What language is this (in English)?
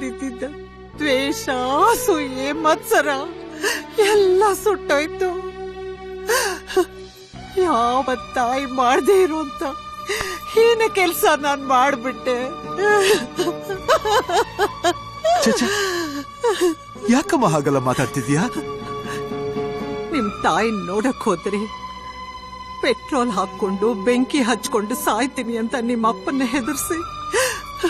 Kannada